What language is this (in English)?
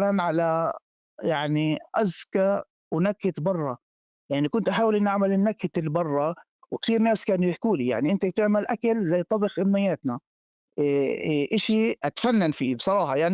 North Levantine Arabic